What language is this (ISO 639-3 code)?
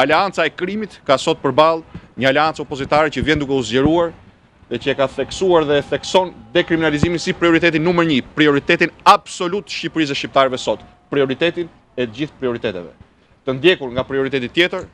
sqi